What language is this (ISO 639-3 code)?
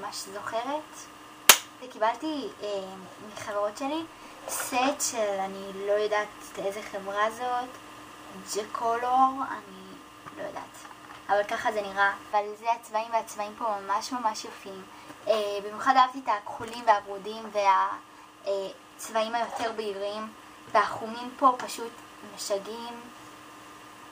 heb